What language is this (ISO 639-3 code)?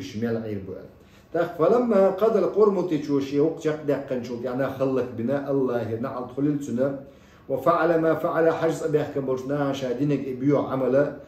che